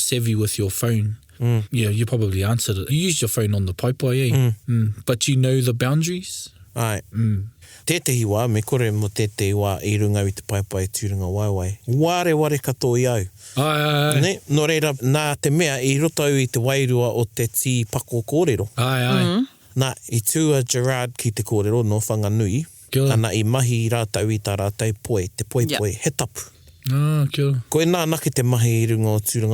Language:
Māori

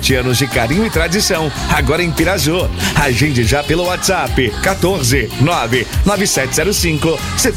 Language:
Portuguese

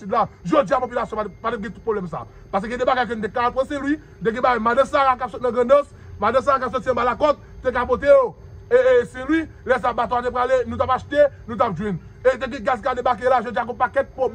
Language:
Haitian Creole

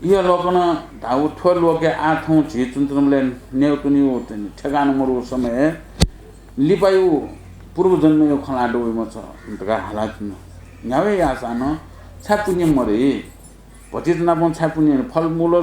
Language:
Newari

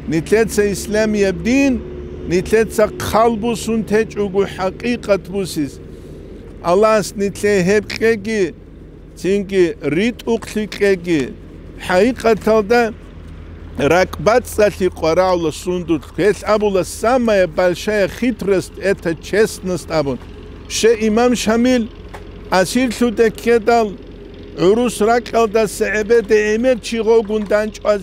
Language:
Avaric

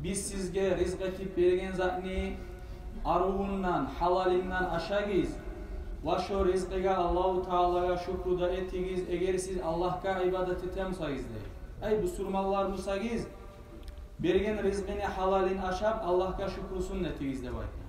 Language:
Kumyk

